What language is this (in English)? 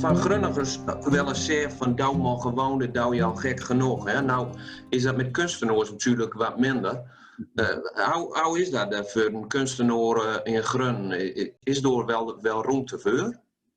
Gronings